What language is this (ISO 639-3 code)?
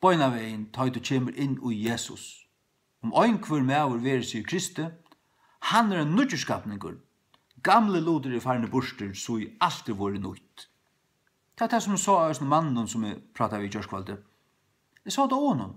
fao